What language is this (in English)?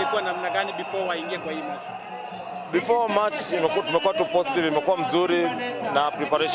Meru